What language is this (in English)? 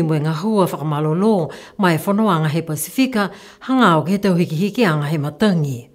Niuean